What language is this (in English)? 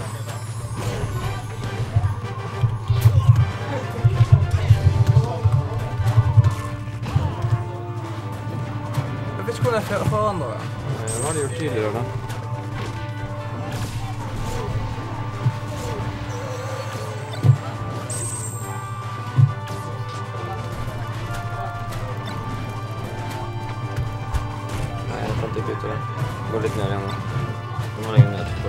Norwegian